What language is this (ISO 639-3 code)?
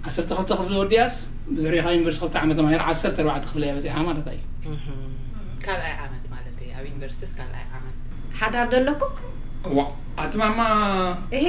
tir